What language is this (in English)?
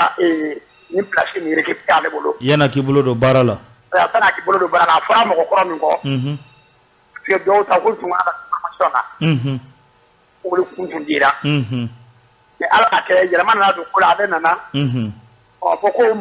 Bambara